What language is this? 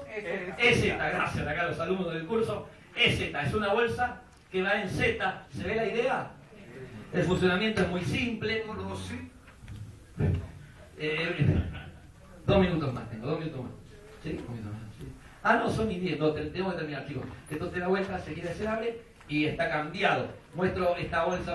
Spanish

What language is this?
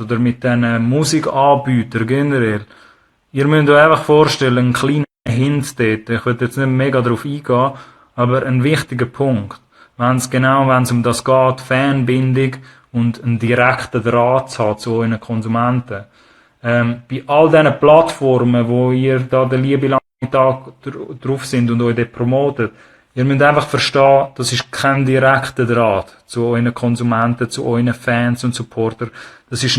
Swiss German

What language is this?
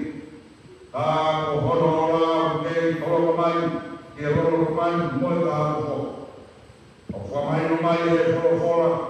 Tongan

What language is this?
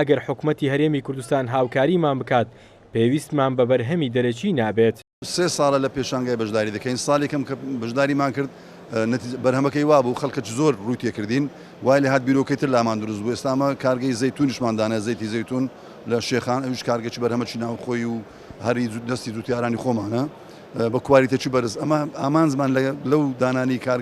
Central Kurdish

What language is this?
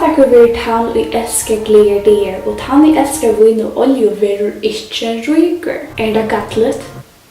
Faroese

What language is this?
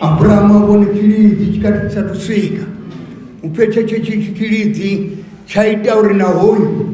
Venda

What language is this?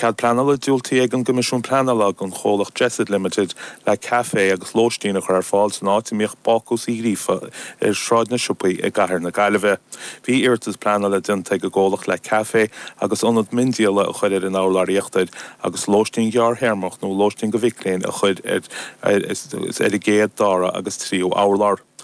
Irish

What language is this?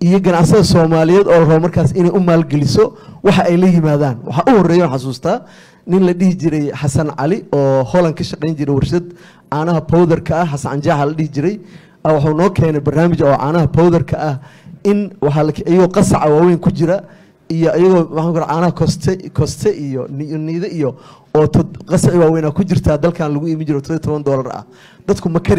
Somali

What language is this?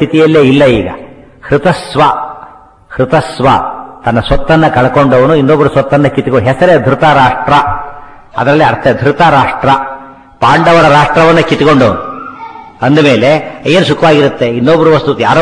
Kannada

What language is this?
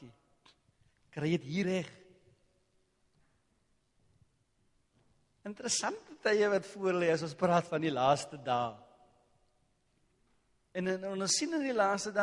Afrikaans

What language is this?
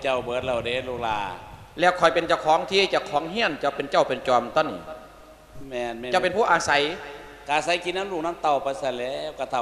Lao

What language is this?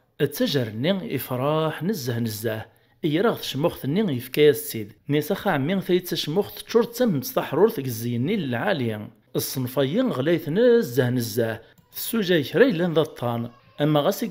Kabyle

